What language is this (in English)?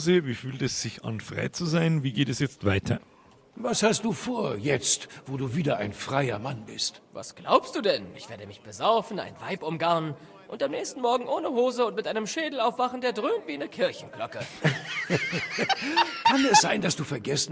Bavarian